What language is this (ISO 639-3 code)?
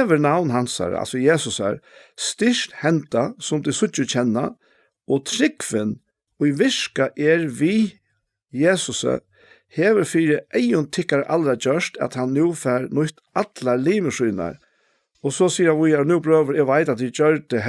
fao